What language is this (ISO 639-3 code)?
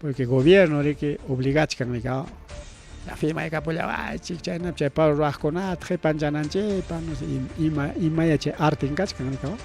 quy